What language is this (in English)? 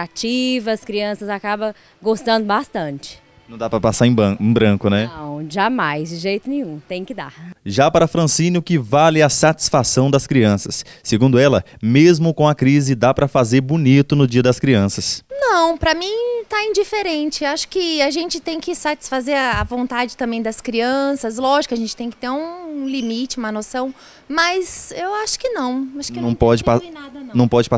Portuguese